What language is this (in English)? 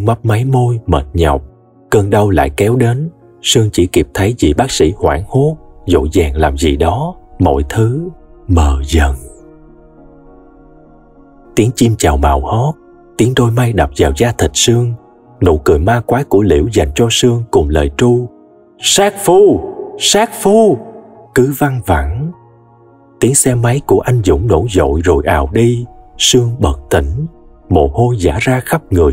Vietnamese